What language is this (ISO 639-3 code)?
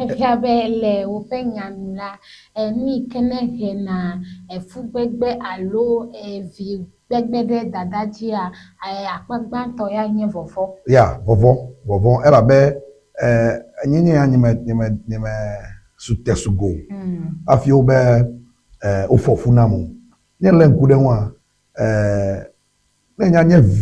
ewe